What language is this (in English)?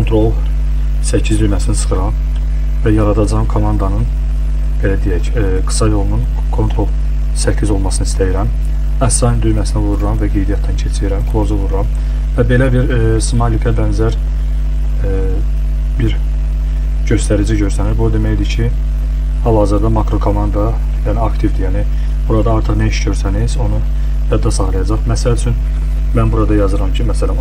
Azerbaijani